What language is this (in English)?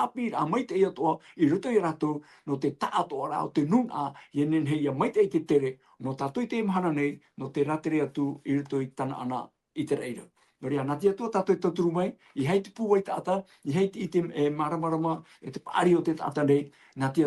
Tahitian